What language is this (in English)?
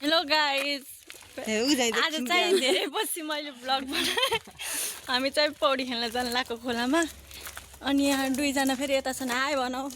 Nepali